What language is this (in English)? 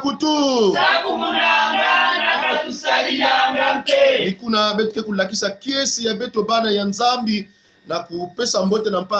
Kongo